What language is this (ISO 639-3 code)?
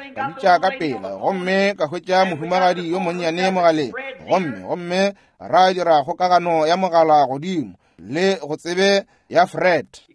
nso